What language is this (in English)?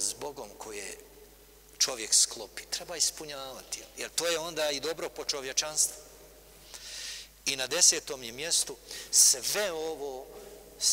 Bosnian